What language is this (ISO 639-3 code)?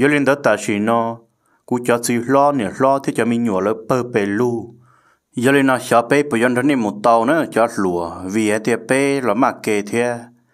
vie